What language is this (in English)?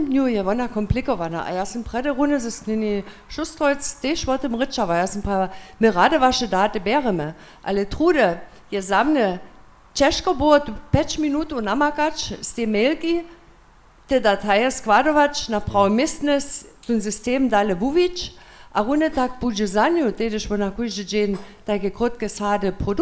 Upper Sorbian